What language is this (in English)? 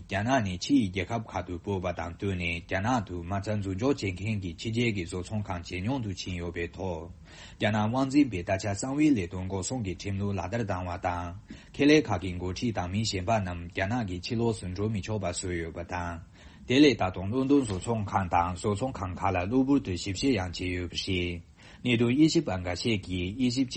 Tibetan